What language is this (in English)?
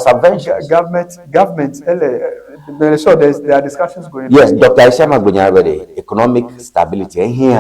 Ewe